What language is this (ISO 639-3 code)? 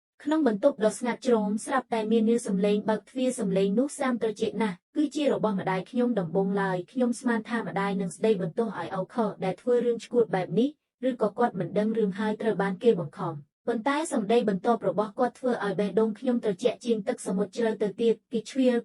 khm